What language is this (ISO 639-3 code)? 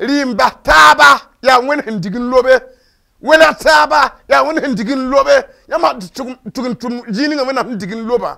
mos